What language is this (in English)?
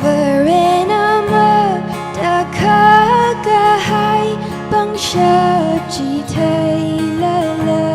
Tangkhul Naga (India)